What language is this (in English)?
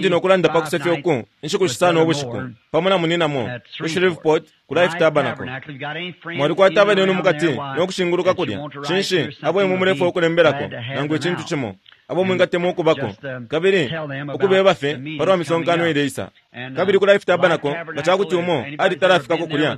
Bemba